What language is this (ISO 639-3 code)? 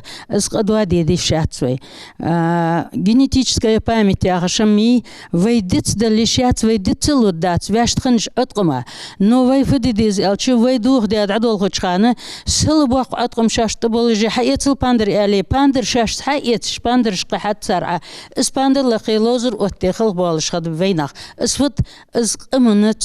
inh